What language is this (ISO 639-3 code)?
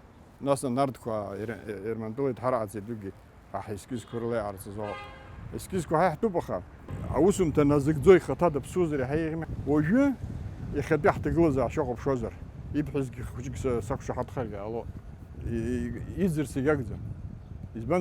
abk